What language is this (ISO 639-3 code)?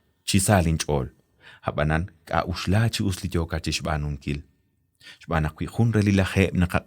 kek